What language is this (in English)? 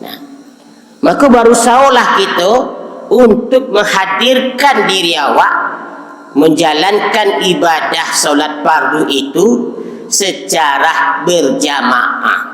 Minangkabau